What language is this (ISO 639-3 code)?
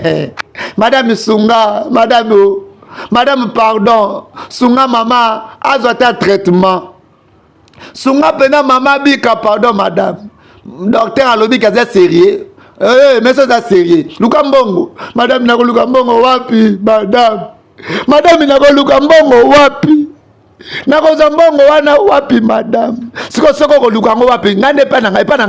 lin